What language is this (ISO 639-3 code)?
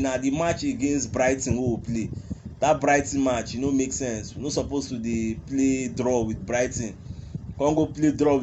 pcm